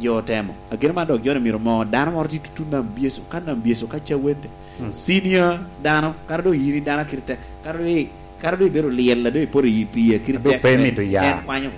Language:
Lango (Uganda)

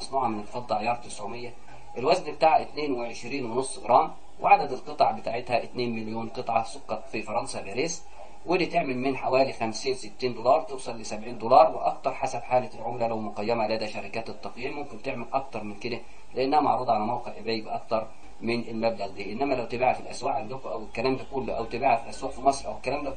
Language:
Egyptian Arabic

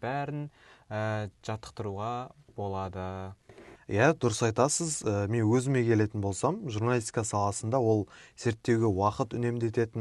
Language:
Kazakh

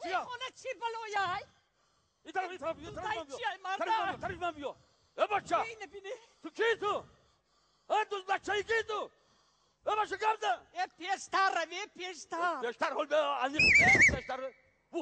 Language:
Tajik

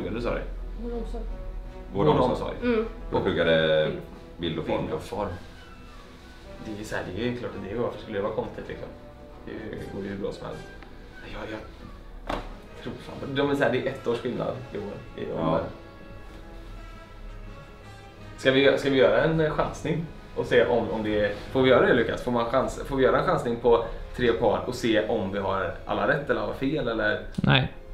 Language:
Swedish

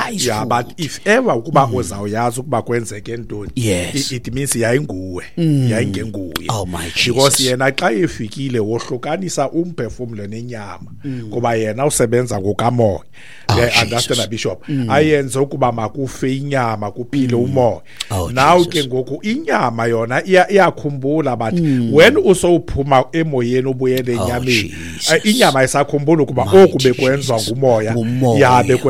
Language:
Xhosa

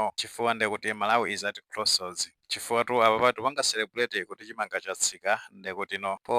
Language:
Nyanja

